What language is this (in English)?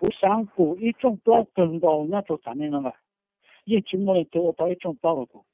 Hmong